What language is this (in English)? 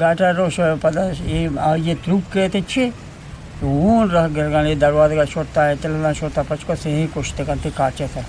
Eastern Balochi